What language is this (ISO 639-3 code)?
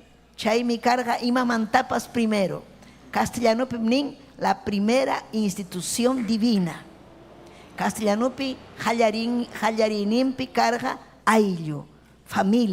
quy